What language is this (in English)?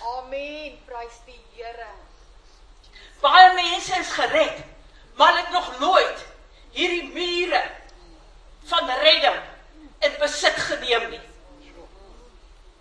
Afrikaans